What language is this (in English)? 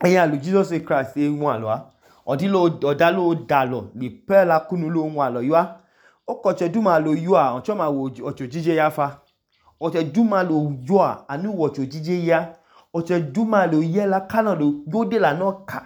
Idoma